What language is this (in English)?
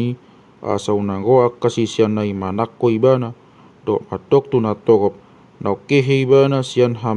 Batak Toba